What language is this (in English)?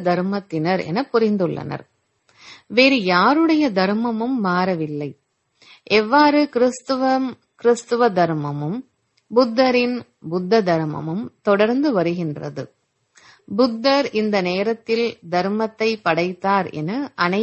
Tamil